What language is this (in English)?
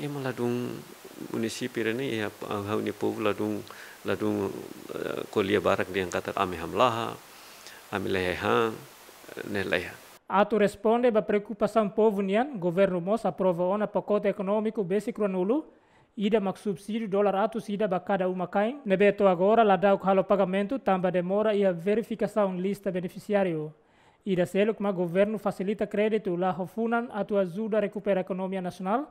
Tetum